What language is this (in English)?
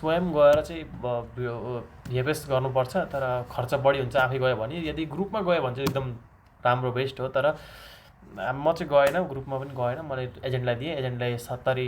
Nepali